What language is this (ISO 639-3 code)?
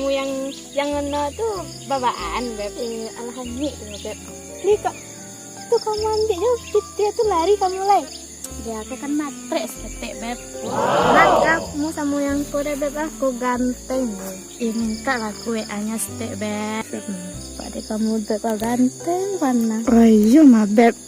min